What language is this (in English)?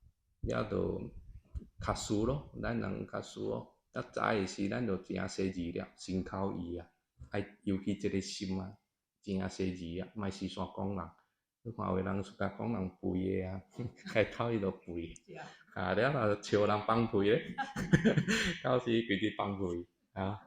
Min Nan Chinese